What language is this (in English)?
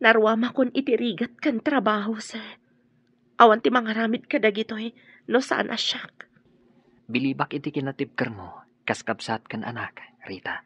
Iloko